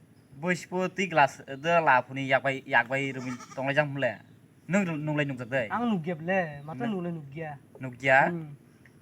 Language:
Kok Borok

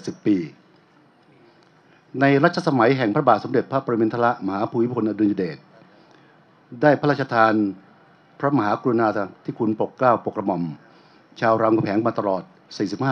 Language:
Thai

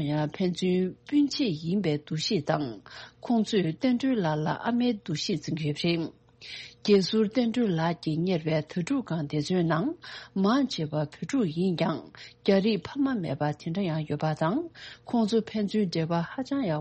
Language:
Tibetan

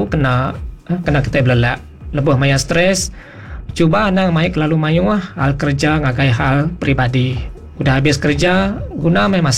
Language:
Iban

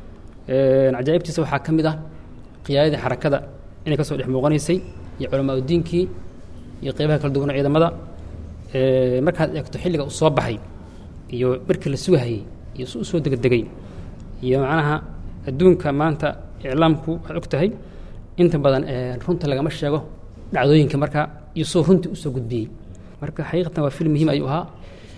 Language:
Somali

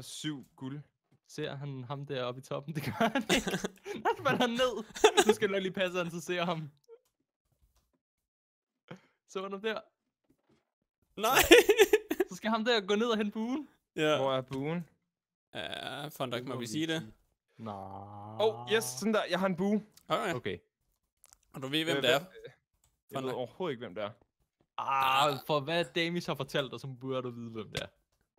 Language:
Danish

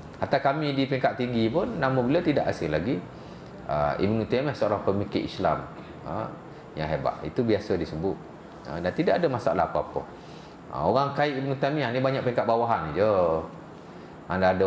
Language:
Malay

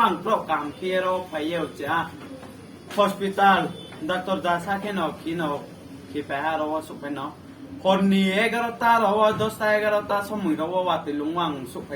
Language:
Riang (India)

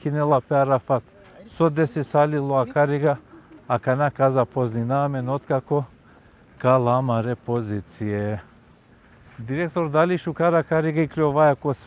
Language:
Balkan Romani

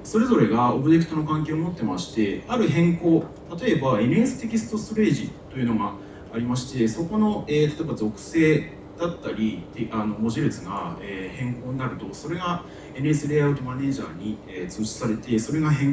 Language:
Japanese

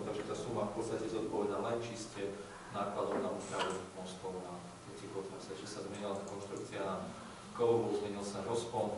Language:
Slovak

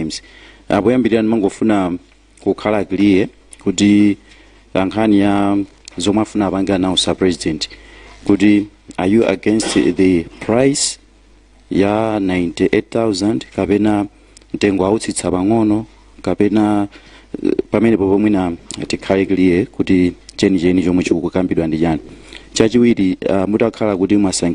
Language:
Nyanja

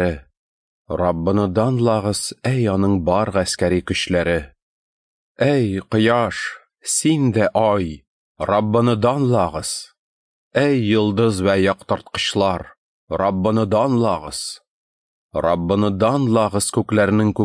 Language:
Tatar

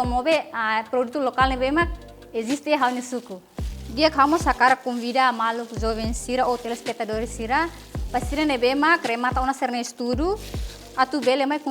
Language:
Tetum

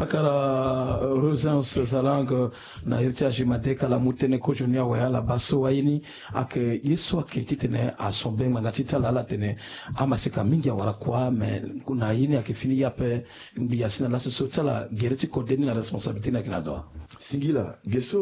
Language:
Sango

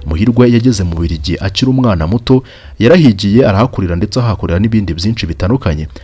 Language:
Kinyarwanda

